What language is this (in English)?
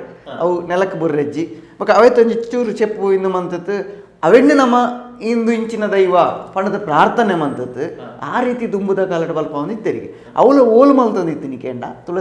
Tulu